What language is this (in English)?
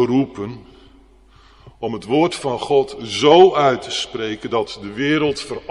Dutch